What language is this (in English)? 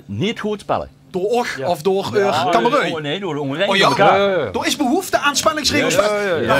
Limburgish